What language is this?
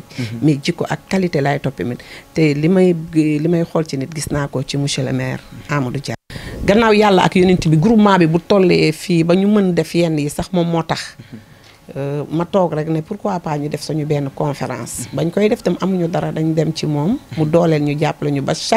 Wolof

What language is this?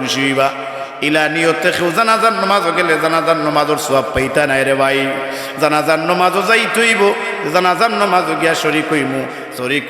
Sylheti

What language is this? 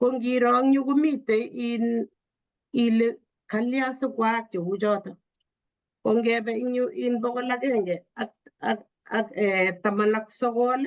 Kalenjin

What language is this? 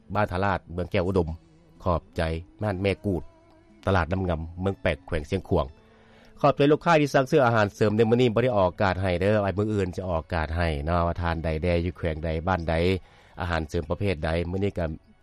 Lao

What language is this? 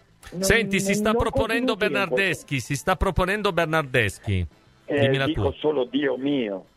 Italian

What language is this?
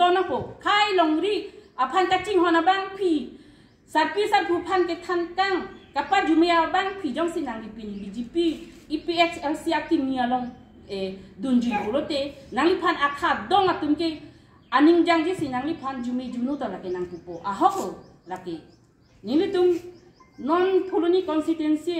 Karbi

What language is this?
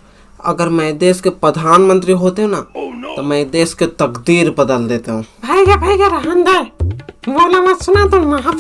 Chhattisgarhi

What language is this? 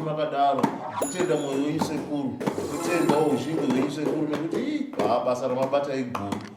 Shona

